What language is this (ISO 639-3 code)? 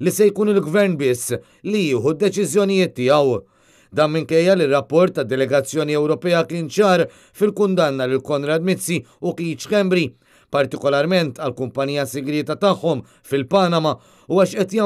mlt